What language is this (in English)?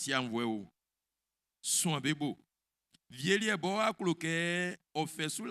Baoulé